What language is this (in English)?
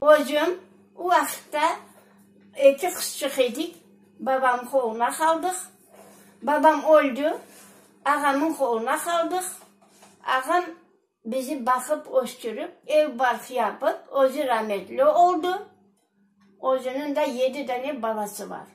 Crimean Tatar